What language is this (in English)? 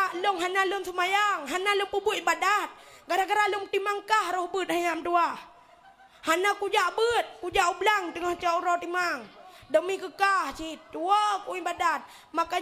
Achinese